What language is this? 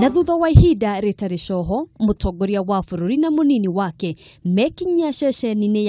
Kikuyu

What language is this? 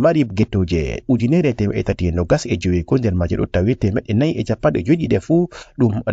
Fula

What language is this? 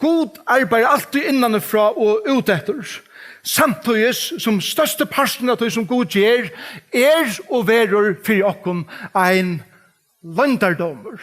Faroese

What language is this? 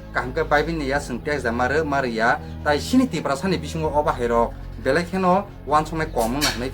Kok Borok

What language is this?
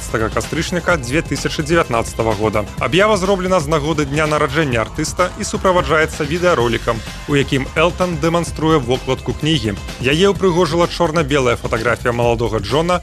Belarusian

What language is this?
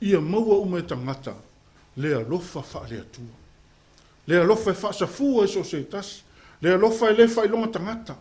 Samoan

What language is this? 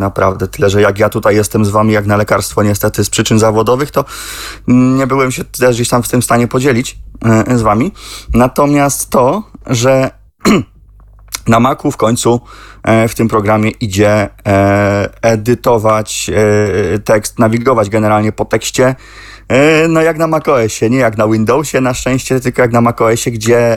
Polish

